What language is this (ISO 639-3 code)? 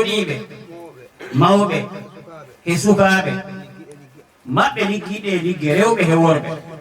ful